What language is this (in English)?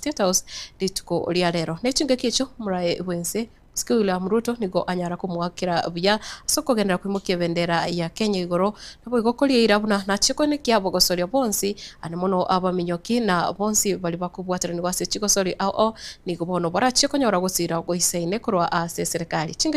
Gusii